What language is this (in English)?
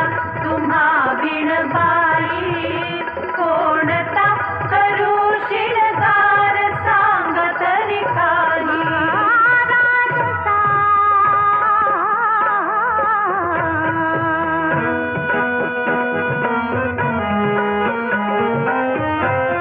Marathi